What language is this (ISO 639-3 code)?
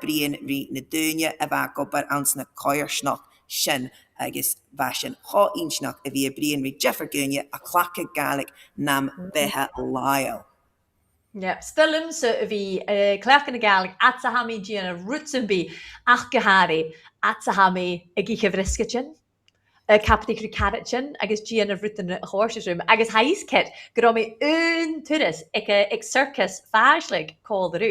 gla